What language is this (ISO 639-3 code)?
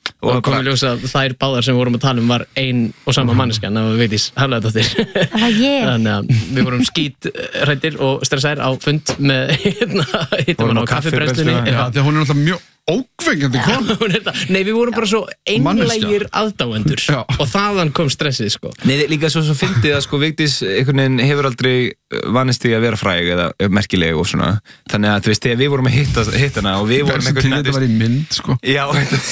isl